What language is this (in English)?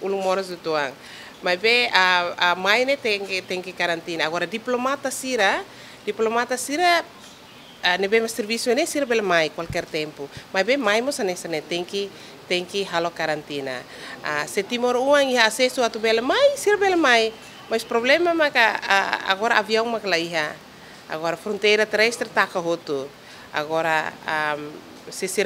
Tetum